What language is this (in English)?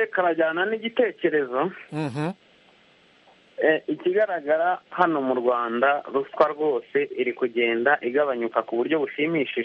Kinyarwanda